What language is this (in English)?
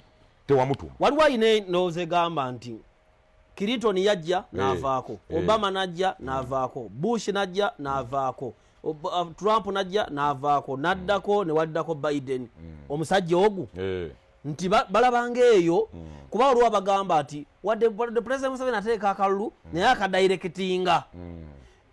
Ganda